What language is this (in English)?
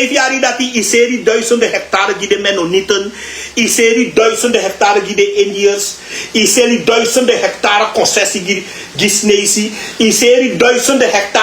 Sranan Tongo